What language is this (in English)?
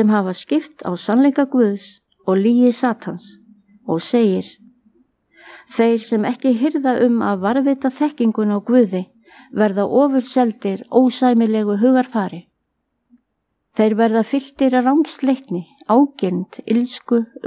Icelandic